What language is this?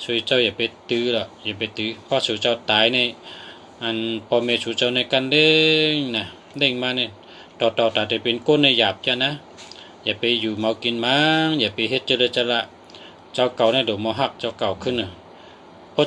Shan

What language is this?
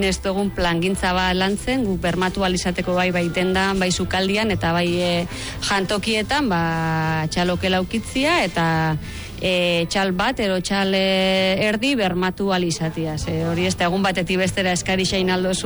Basque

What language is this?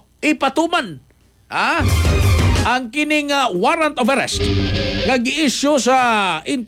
Cebuano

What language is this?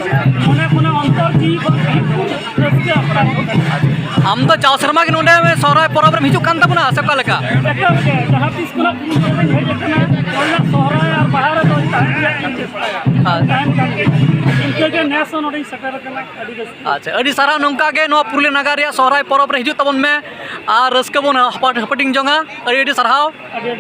Santali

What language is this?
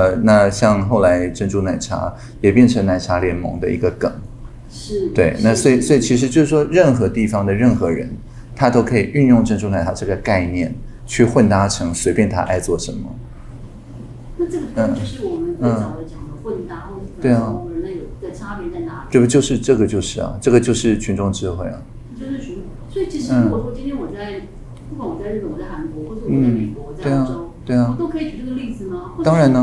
Chinese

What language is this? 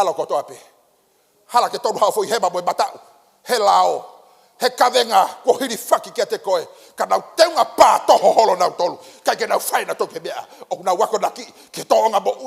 Tongan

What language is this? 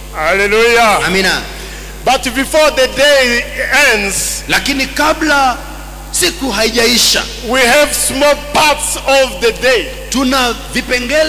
Swahili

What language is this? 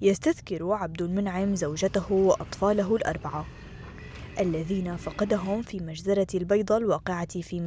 Arabic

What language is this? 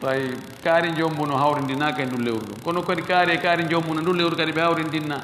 Fula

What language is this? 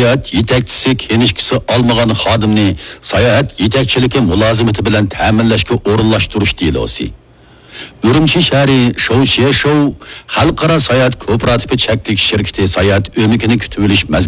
Uyghur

